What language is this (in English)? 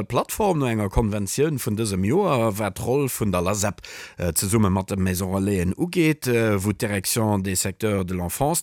Luxembourgish